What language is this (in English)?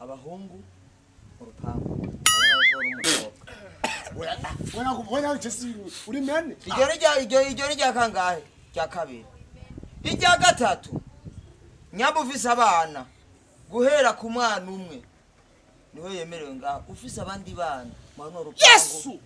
Rundi